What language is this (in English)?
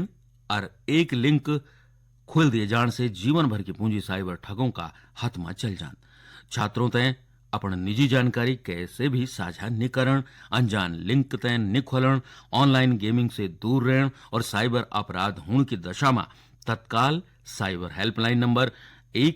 Garhwali